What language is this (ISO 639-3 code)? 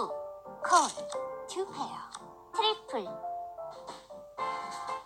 kor